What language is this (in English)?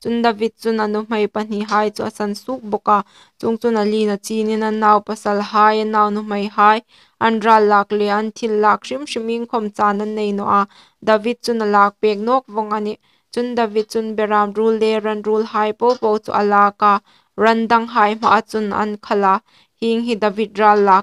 Hmar